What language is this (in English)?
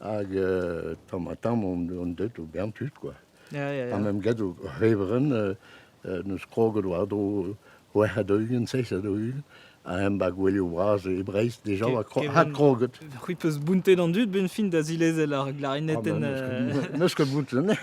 Breton